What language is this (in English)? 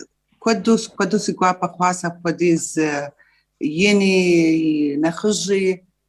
Kabardian